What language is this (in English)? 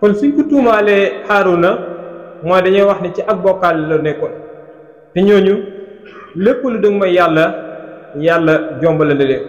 Wolof